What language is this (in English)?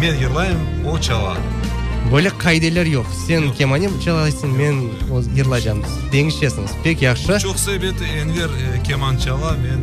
Crimean Tatar